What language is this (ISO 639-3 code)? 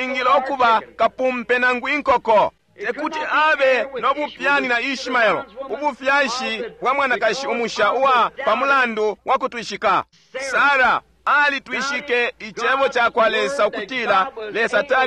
bem